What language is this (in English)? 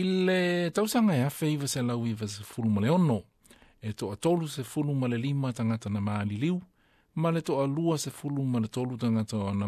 Samoan